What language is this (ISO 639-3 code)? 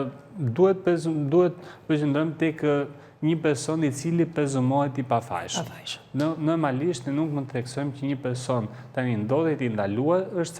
sqi